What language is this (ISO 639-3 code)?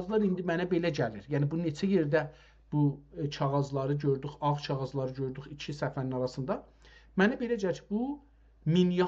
azb